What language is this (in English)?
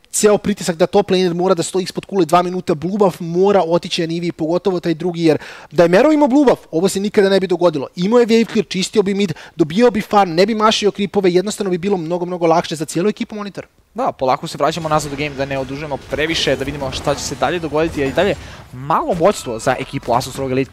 Serbian